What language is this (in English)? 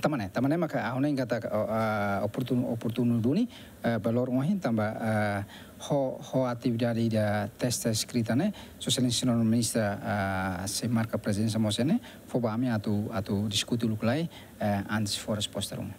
Tetum